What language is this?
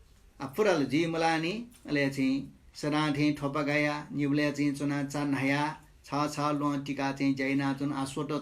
Newari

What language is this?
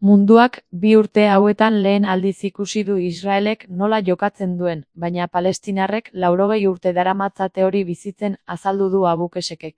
Basque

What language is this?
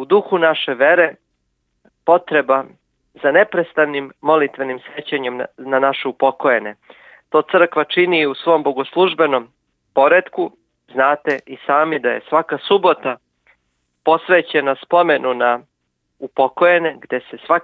Serbian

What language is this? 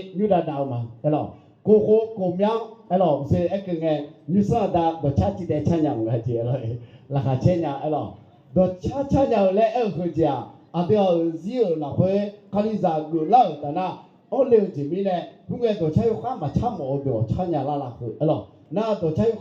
Akha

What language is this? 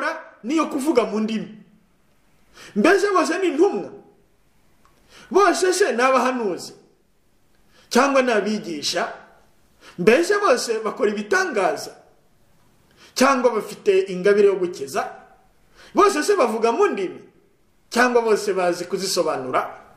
Kinyarwanda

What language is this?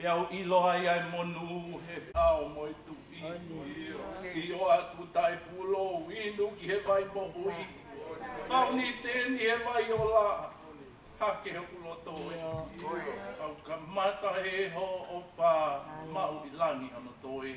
Tongan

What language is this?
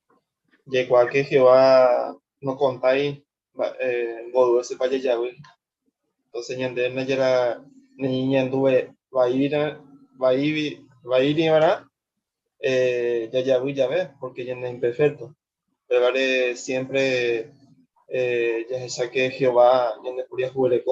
Guarani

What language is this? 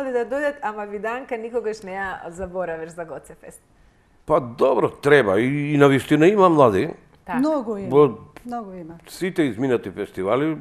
Macedonian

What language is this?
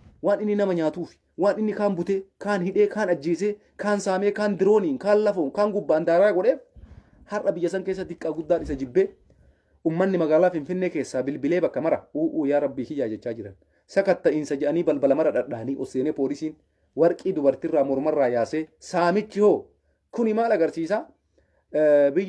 Oromo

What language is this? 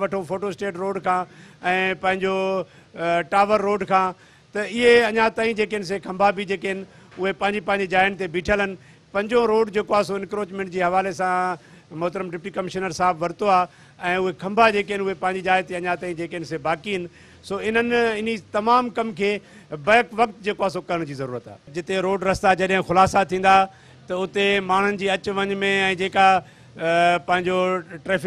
Sindhi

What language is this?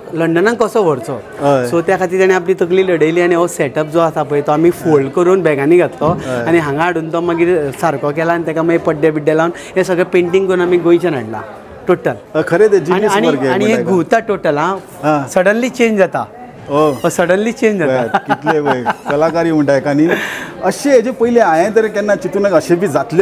Konkani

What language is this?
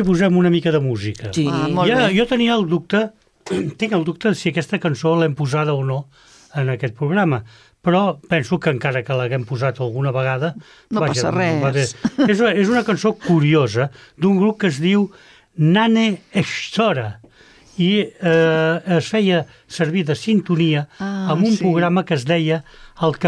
Catalan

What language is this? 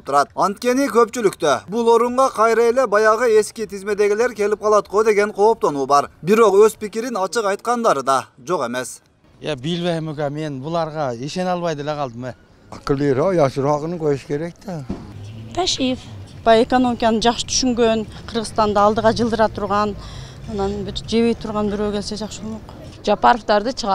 Kyrgyz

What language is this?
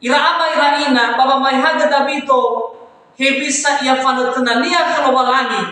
Nias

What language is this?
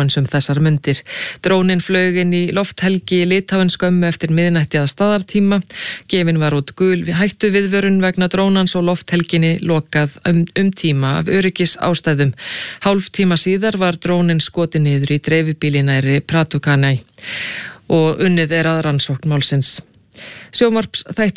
Icelandic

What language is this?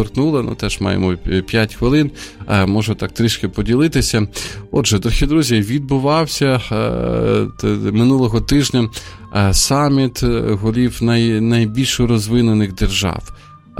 Ukrainian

